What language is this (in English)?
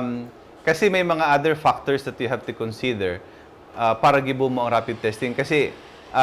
Bikol